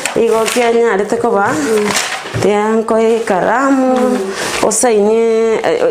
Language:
Gusii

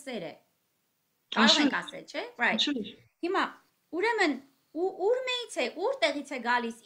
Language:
Armenian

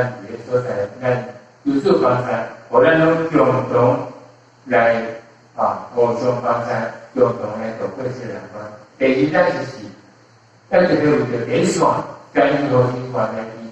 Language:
Min Nan Chinese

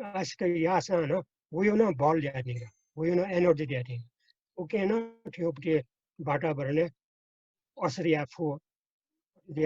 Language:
Newari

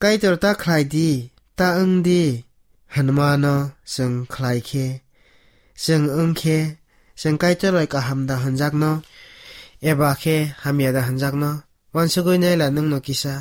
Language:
Kok Borok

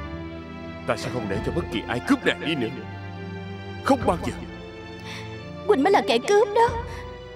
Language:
Vietnamese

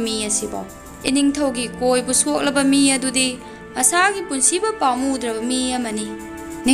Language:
Manipuri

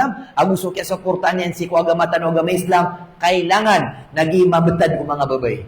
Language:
Maranao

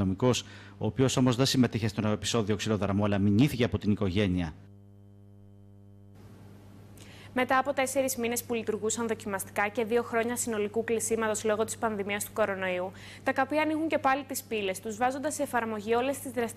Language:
Greek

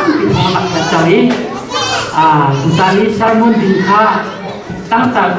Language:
Hakha Chin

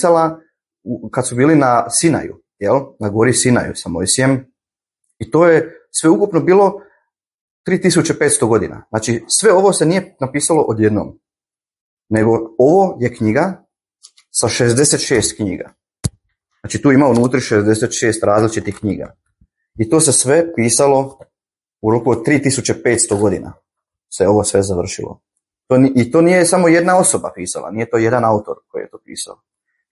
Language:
Croatian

